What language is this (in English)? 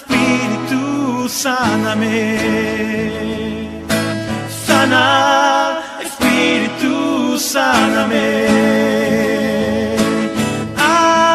Spanish